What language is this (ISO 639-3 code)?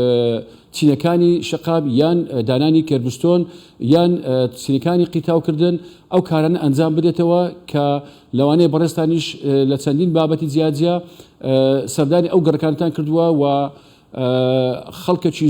ckb